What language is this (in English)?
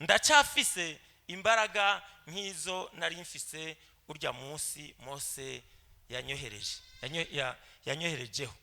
Rundi